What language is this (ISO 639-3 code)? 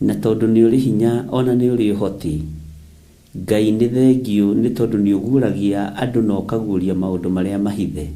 kik